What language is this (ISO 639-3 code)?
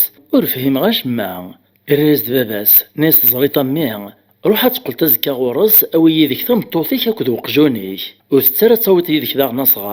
kab